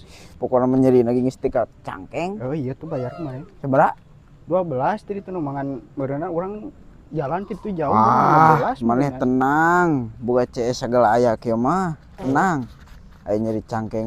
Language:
Sundanese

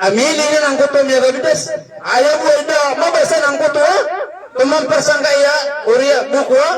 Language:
Maranao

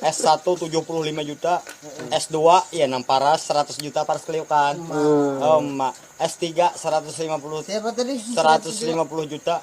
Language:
Banjar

